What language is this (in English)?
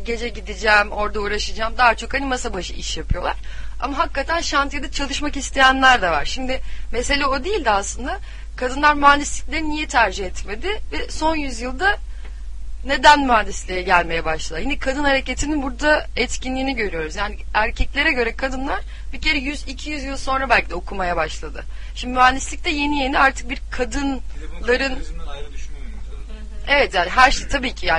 Turkish